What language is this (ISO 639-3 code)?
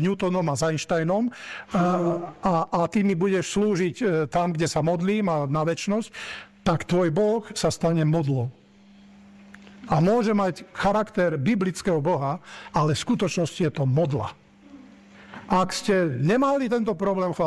slk